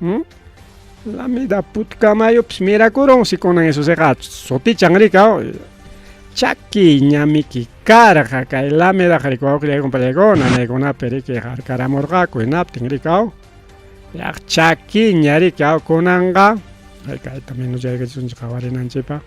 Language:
Ayacucho Quechua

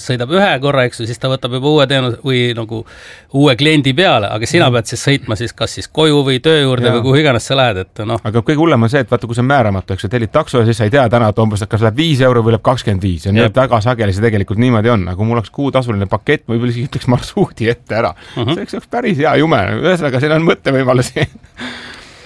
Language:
Estonian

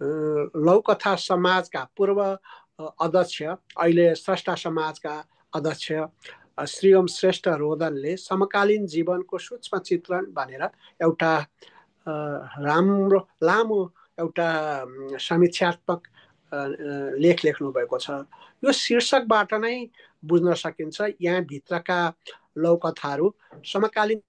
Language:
Nepali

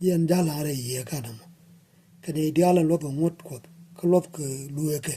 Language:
Nuer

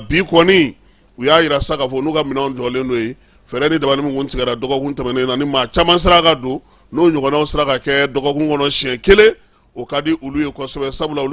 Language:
Bambara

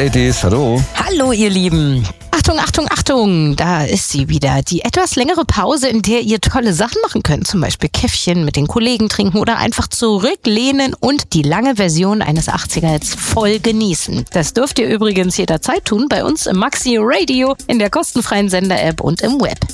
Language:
German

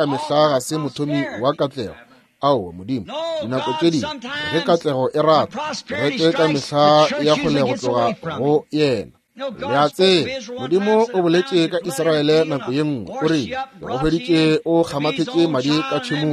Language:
Northern Sotho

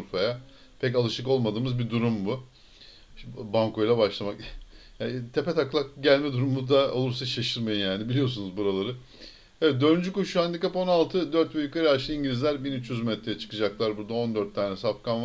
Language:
Turkish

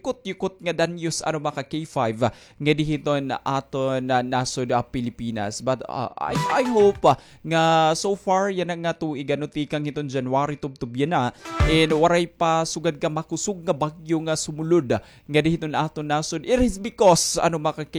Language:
Waray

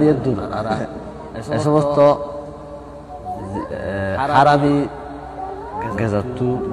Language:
Bangla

